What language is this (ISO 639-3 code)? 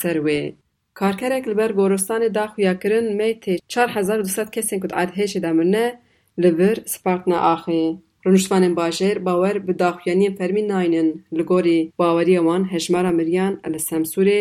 kur